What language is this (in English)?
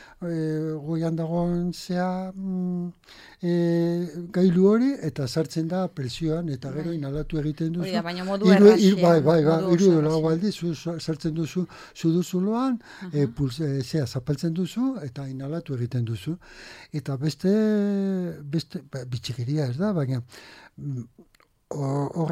Basque